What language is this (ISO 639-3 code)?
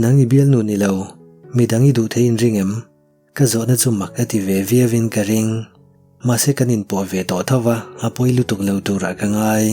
lus